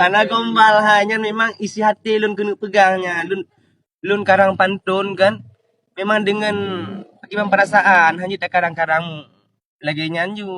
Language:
Achinese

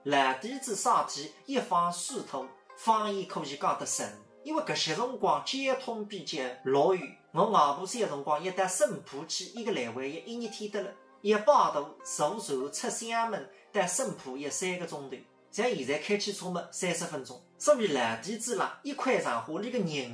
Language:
Wu Chinese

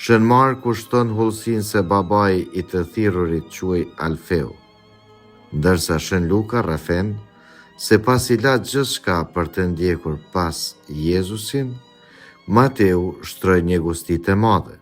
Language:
Albanian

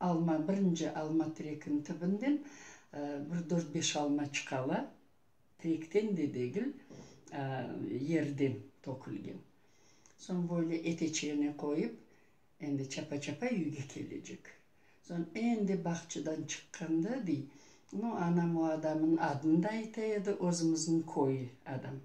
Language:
Crimean Tatar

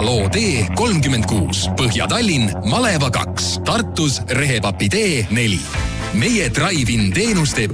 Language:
Estonian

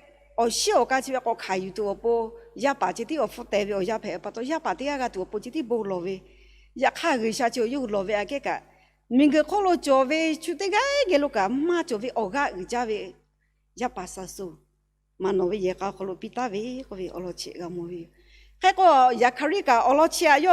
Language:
Lahu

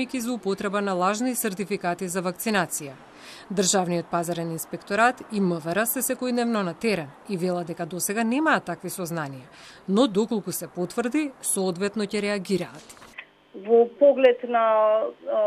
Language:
Macedonian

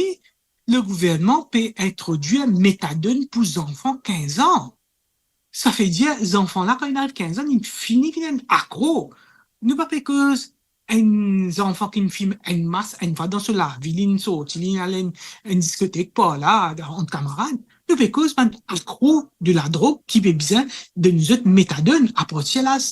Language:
Morisyen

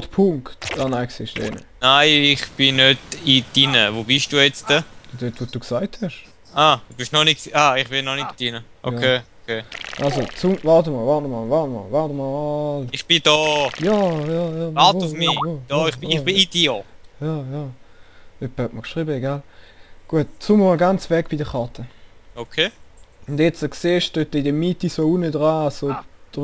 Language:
Swiss German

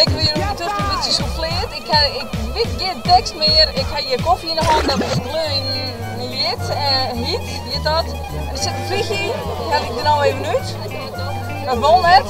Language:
Western Frisian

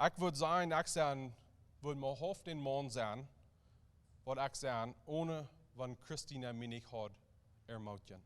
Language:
Plautdietsch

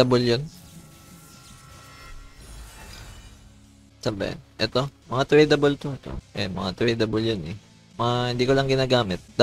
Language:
Filipino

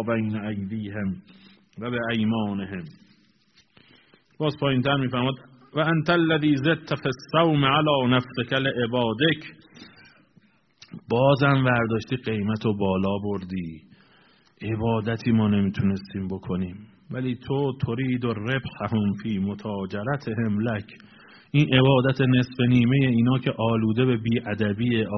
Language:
Persian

